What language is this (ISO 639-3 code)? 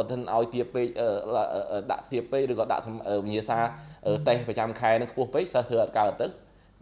khm